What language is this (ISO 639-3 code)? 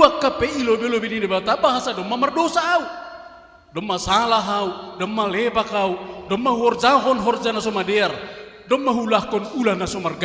bts